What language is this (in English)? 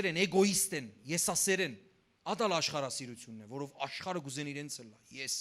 Western Armenian